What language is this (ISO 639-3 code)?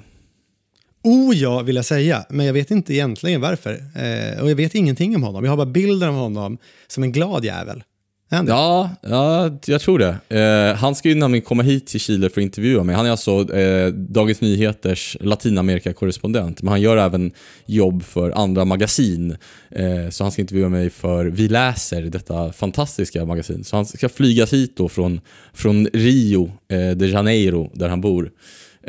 swe